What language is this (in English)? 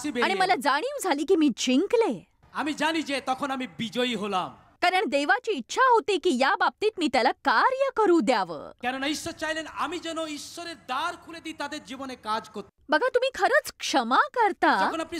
Marathi